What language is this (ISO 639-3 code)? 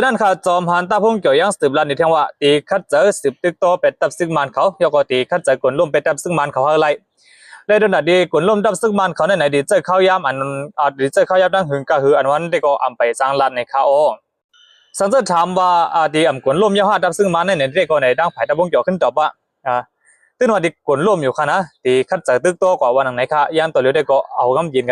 shn